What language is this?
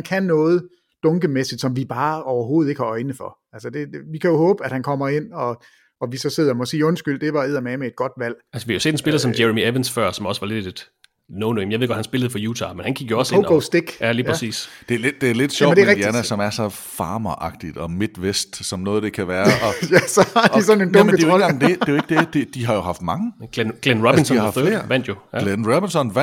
Danish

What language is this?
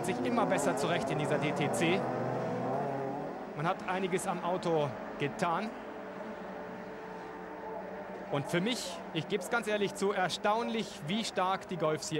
German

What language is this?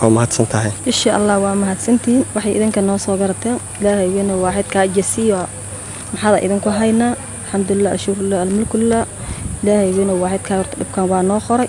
Somali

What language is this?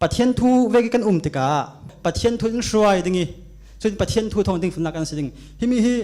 Falam Chin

